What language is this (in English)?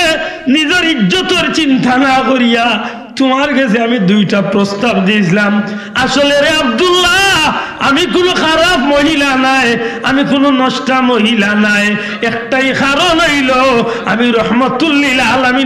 Sylheti